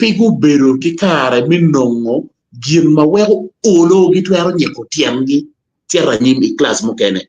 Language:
Acoli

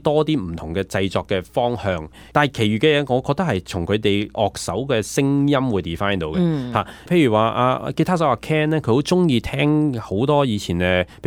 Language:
Cantonese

